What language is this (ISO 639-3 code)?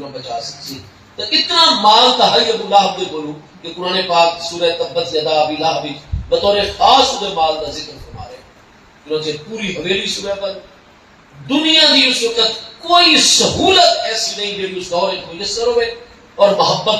skr